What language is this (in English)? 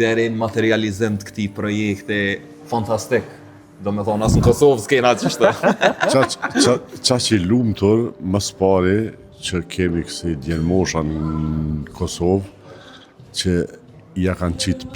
Albanian